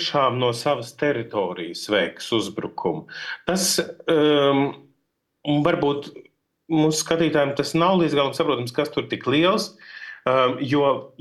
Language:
Latvian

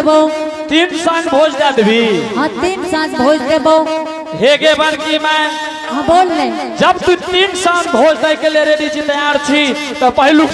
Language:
Angika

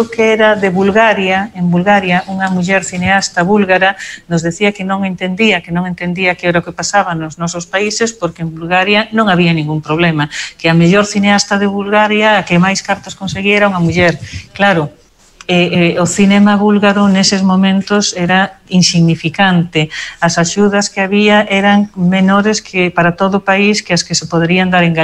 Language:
Galician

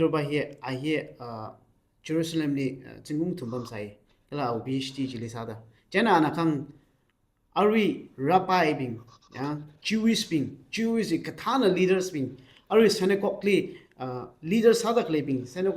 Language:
Tangkhul Naga (India)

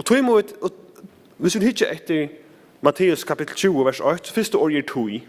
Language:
Faroese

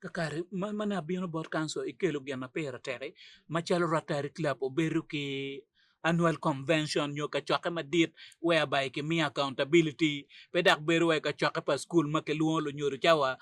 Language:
Acoli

